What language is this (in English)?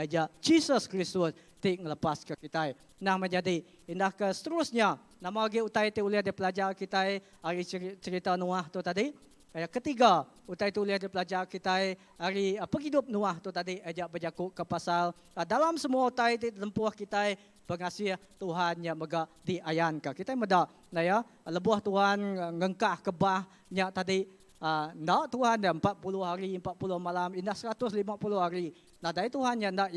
Iban